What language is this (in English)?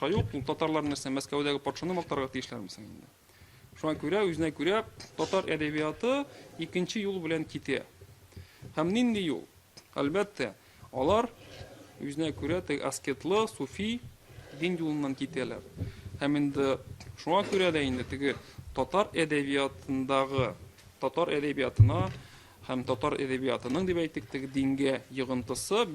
Tatar